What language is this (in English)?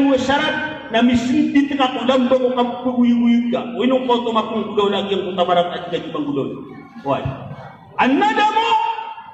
Maranao